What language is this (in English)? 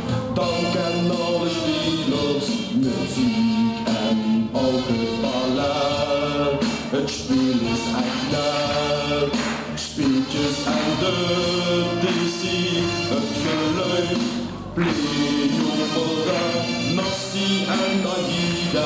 Limburgish